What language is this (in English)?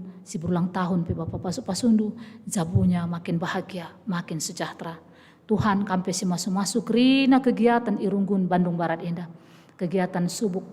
Batak Karo